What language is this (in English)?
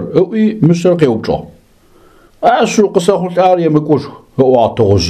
Adyghe